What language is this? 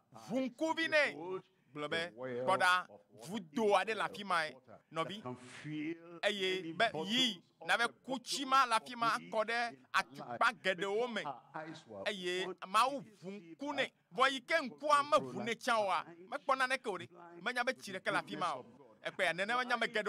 Ewe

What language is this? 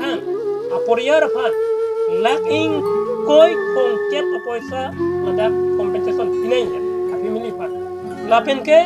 Karbi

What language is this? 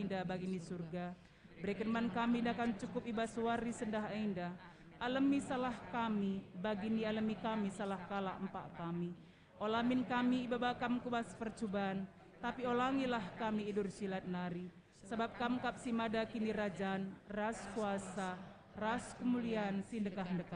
Batak Karo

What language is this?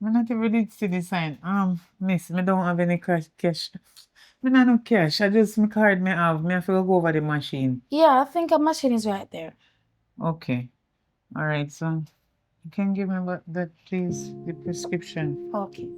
Jamaican Creole English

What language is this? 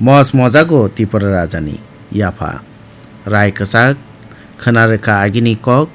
Kok Borok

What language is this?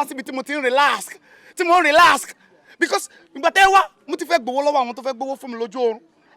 Yoruba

